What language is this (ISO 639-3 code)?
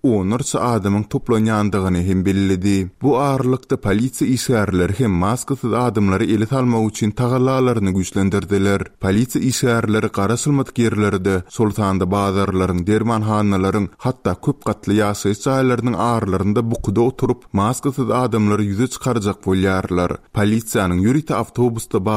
tuk